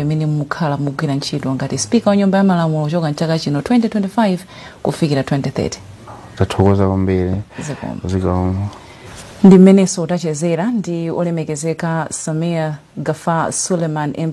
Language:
Nyanja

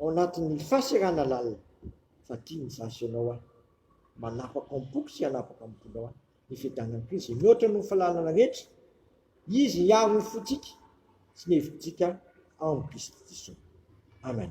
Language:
Malagasy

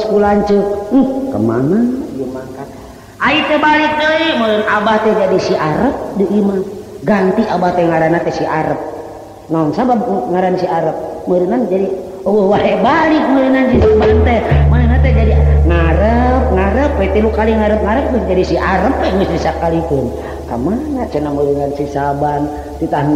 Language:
Sundanese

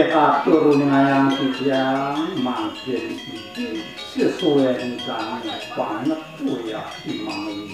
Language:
Balinese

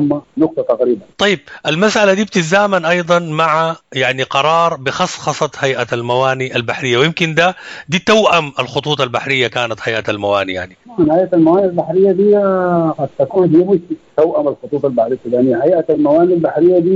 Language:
Sudanese Arabic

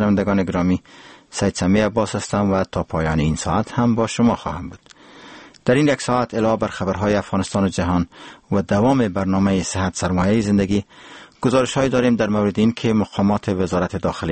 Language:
Persian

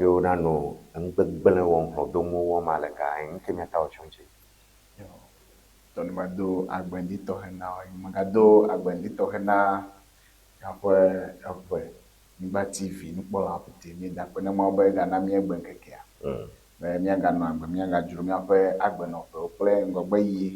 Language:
Ewe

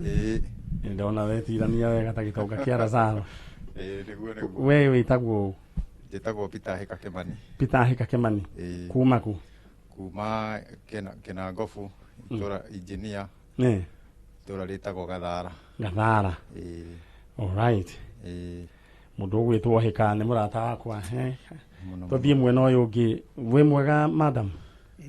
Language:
Kikuyu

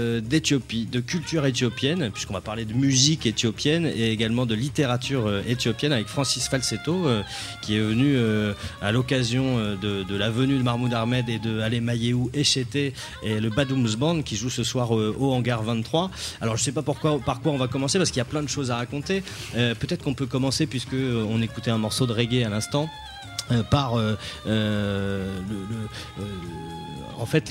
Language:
French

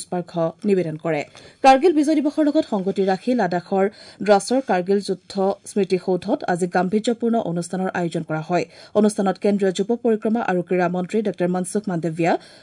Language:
Assamese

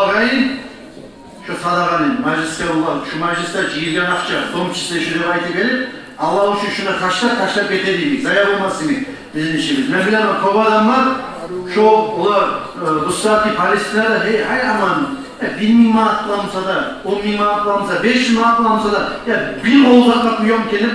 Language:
Kumyk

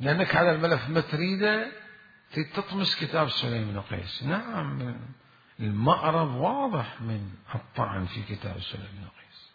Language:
Mesopotamian Arabic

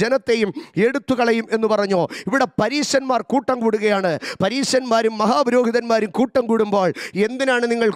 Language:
Malayalam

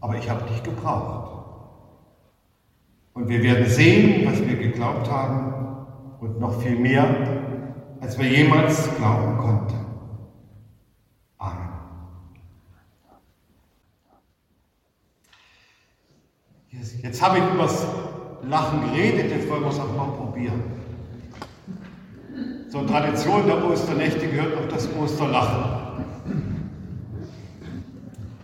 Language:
German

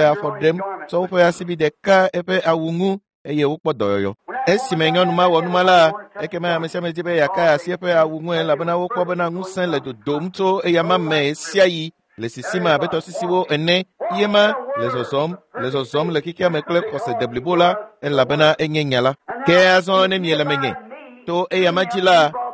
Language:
Ewe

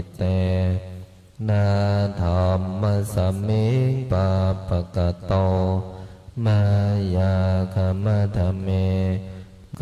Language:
Pali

